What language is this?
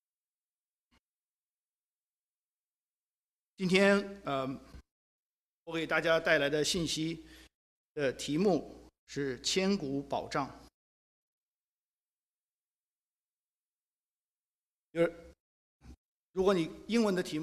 Chinese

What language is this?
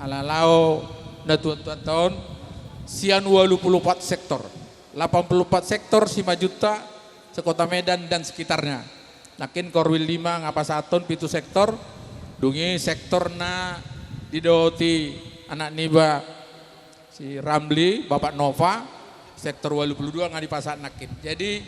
Batak Toba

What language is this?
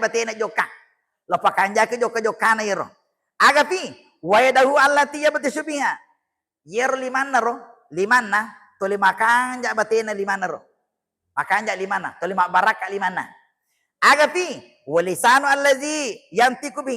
Buginese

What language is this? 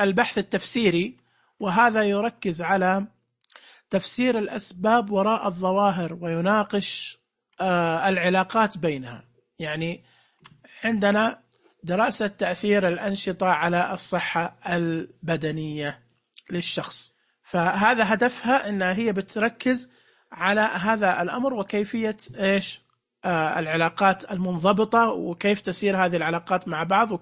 Najdi Arabic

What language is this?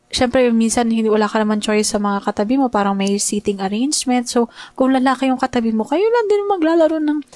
Filipino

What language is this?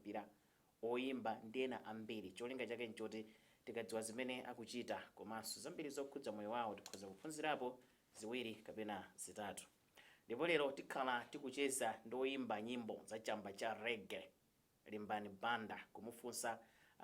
Nyanja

